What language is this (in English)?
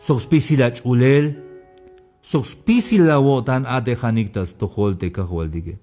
Tzeltal